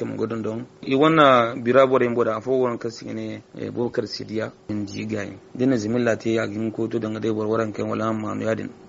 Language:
Zarma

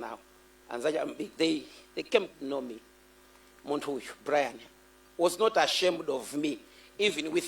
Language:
Nyanja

